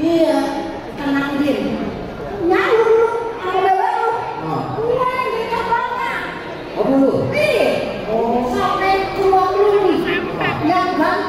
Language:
Betawi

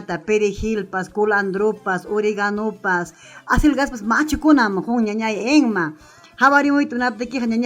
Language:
Ayacucho Quechua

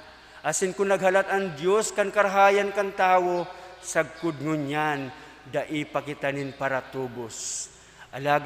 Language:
Bikol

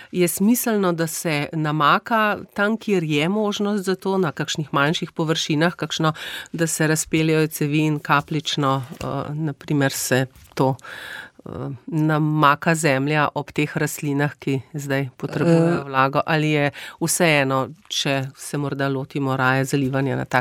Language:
Slovenian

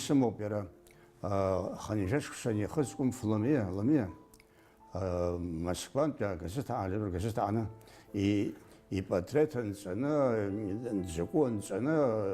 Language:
Abkhazian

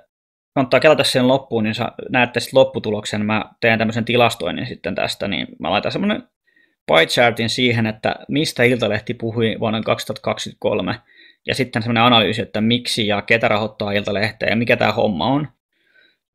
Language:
Finnish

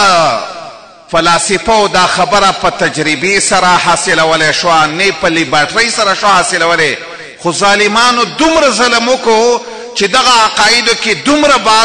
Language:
Pashto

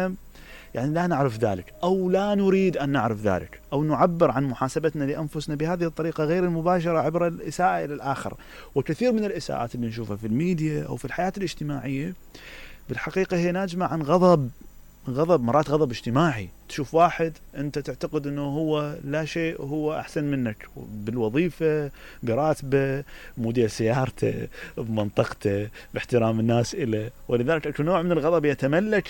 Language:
Mesopotamian Arabic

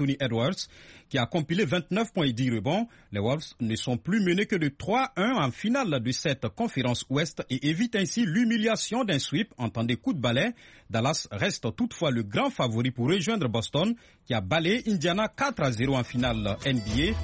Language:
French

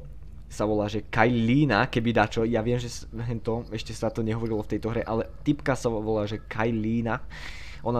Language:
Slovak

